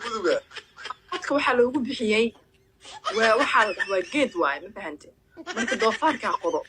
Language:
Somali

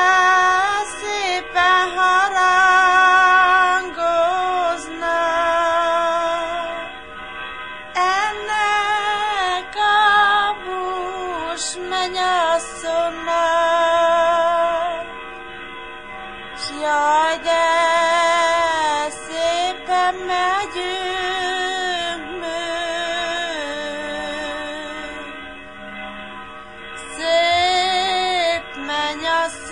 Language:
Hungarian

